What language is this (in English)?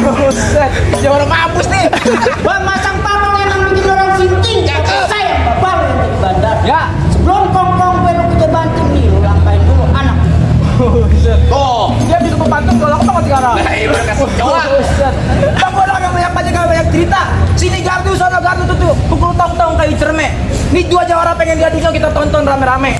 Betawi